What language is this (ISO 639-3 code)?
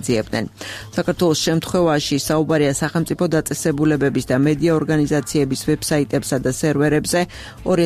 kat